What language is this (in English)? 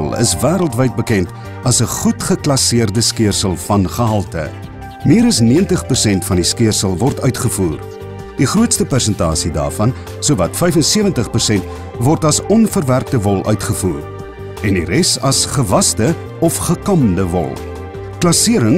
Afrikaans